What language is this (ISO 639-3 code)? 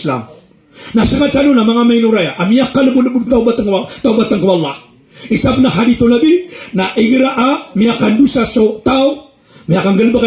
mrw